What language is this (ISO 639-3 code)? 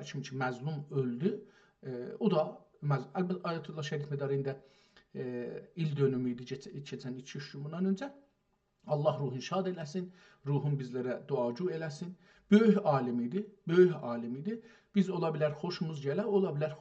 azb